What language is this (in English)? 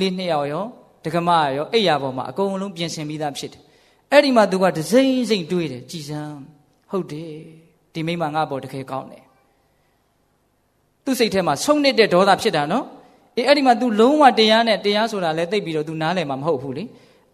Burmese